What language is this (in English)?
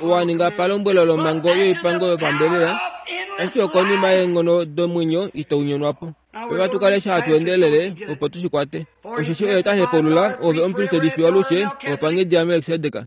Kuanyama